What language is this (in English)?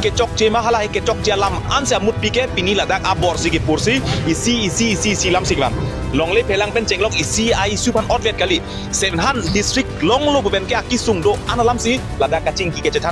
Karbi